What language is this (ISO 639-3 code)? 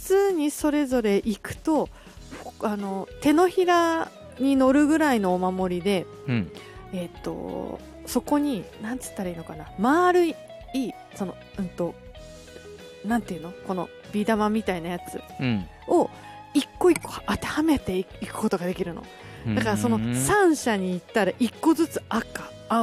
jpn